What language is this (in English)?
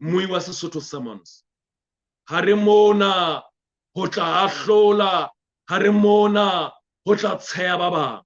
Southern Sotho